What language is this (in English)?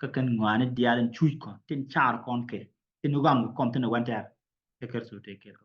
Nuer